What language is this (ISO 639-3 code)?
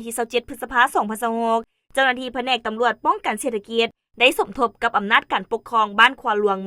lao